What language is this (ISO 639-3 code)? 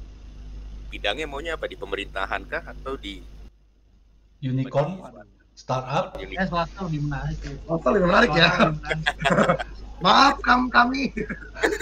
ind